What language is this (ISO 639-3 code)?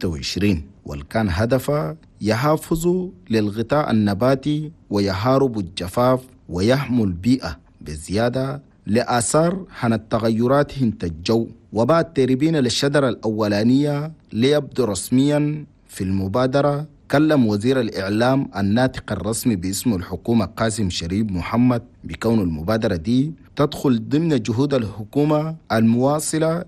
shu